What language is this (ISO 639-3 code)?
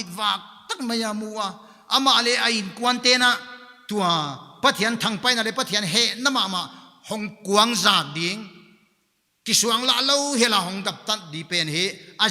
pck